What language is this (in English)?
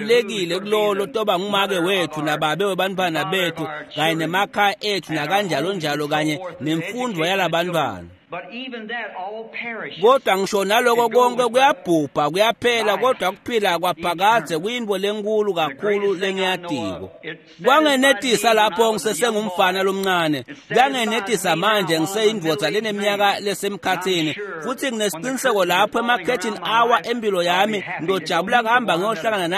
Swati